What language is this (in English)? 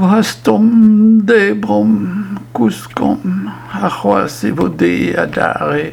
Breton